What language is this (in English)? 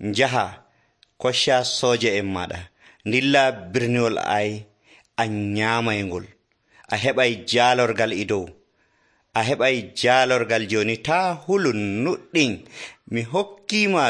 Nigerian Fulfulde